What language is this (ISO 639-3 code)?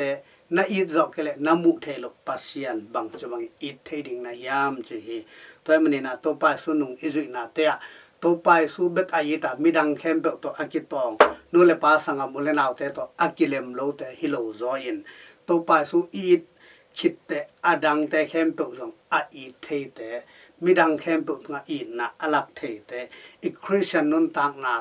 ctd